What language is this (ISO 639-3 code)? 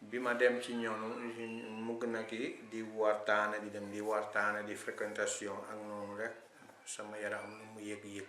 wol